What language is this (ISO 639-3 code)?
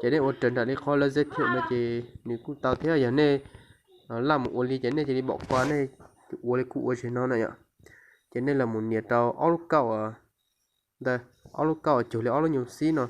hmn